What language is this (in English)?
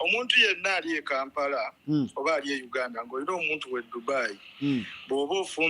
Ganda